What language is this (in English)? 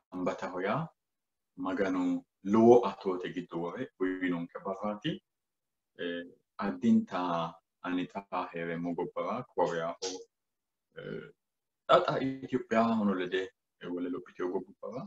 Sidamo